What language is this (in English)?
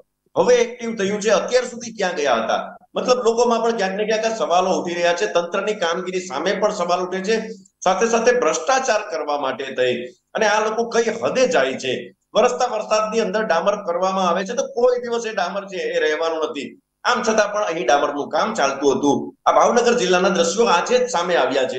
Gujarati